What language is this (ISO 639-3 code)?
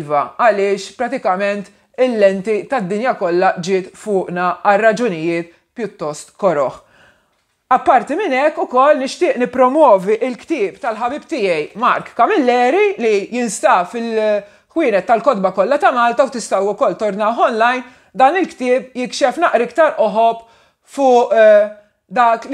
mlt